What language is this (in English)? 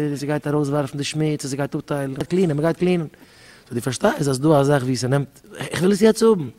Yiddish